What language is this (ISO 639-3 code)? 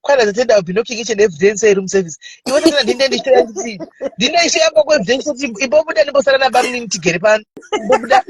sna